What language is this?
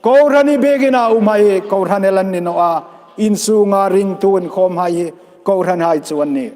Hmar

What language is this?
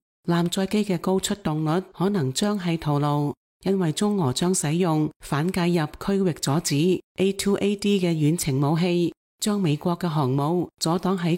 Cantonese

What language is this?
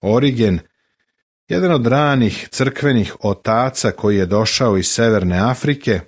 Serbian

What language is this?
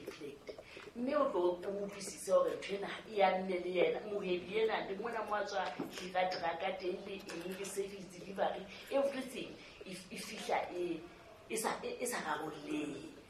Southern Sotho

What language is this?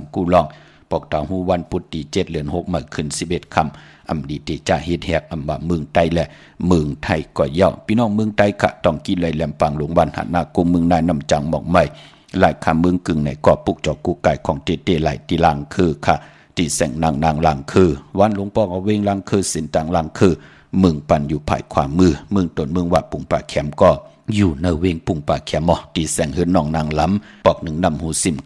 Shan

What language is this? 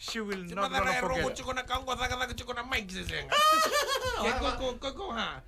Fijian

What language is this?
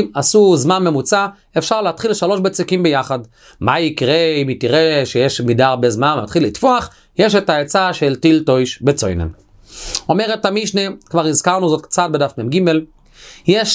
Hebrew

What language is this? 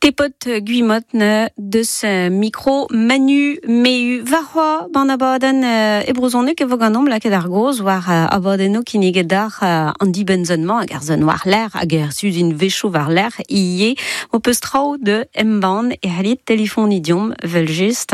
Breton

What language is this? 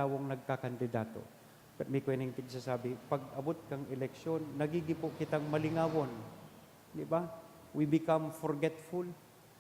Bikol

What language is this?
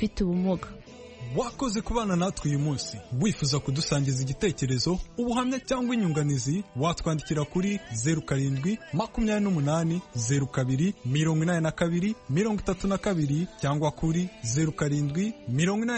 Kinyarwanda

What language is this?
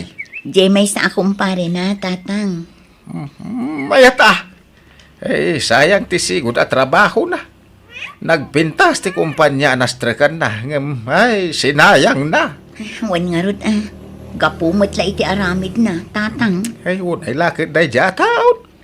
Iloko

